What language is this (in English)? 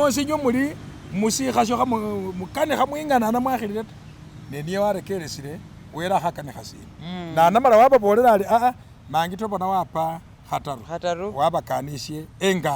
Masaaba